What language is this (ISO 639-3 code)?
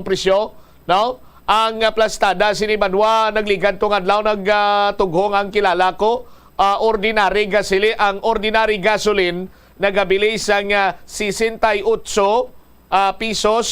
hil